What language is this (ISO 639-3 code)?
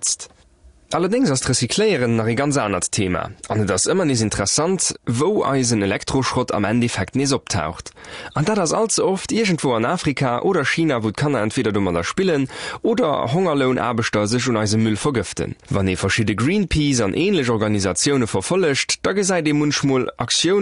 ltz